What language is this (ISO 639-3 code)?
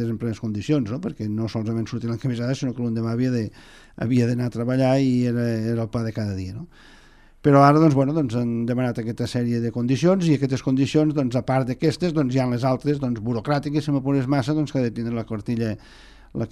cat